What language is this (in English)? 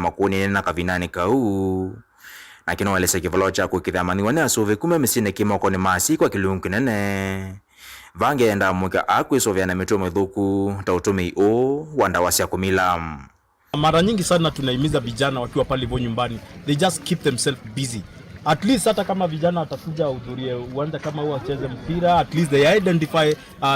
Kamba